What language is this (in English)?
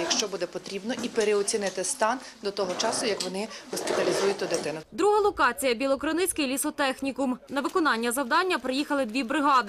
Ukrainian